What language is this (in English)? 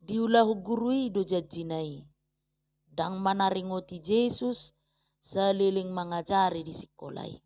Batak Toba